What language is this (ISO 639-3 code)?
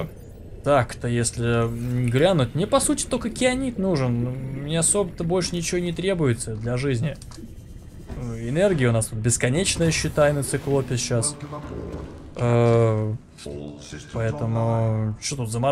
rus